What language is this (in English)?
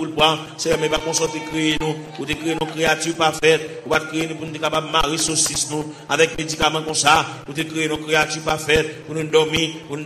Haitian Creole